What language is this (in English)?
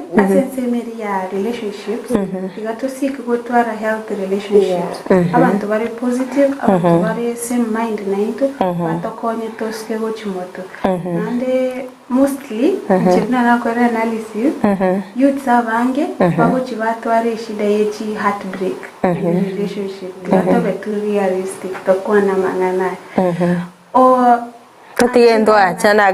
Gusii